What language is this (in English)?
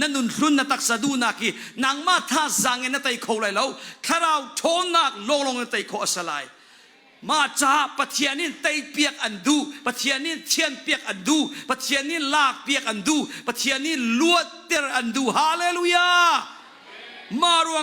Hakha Chin